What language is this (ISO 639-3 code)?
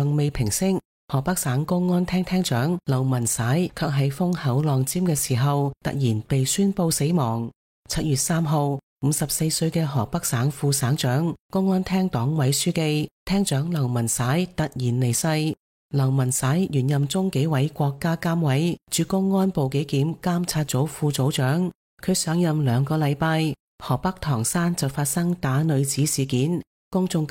yue